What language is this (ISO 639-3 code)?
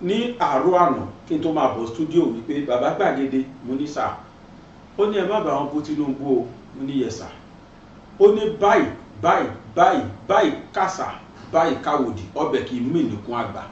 yor